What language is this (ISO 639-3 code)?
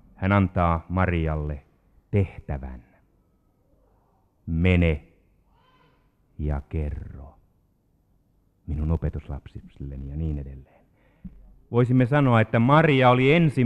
fin